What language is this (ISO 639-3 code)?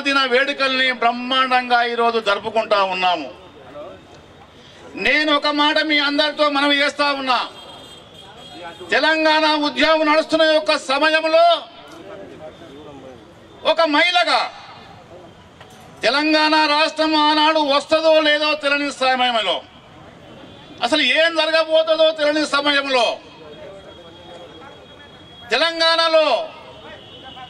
tel